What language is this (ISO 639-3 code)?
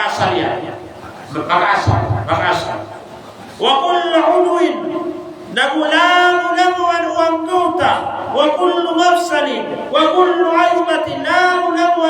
mrw